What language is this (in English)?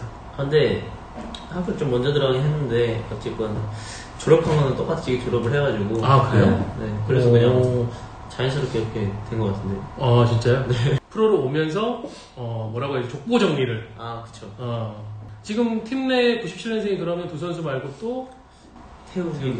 Korean